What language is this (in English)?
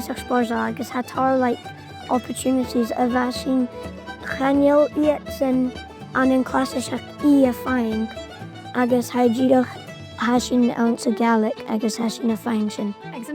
Scottish Gaelic